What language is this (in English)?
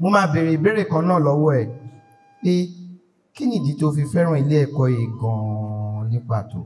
Yoruba